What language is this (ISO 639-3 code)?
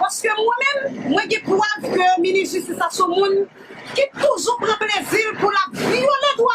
hat